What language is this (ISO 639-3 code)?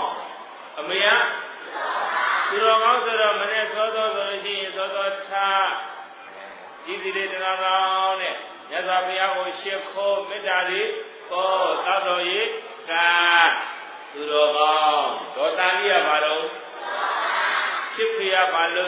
mya